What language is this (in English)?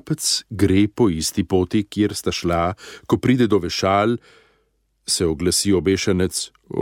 Slovenian